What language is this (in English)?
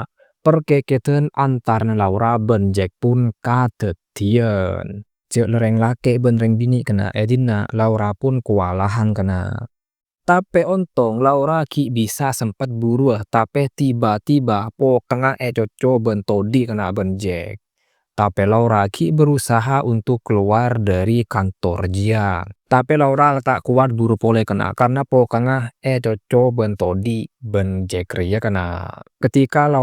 Madurese